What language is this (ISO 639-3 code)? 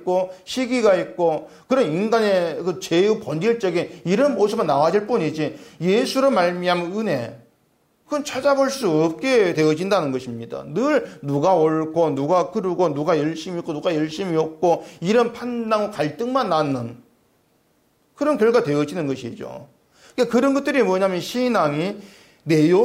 kor